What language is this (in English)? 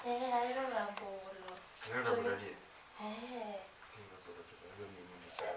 Luo (Kenya and Tanzania)